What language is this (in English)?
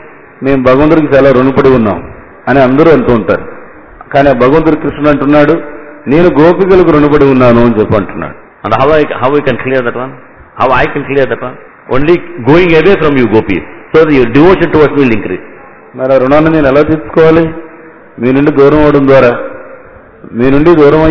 Telugu